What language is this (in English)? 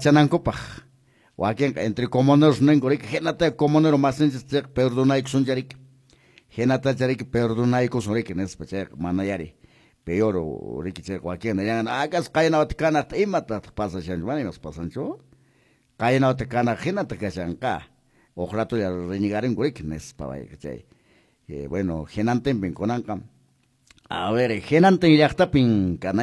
Quechua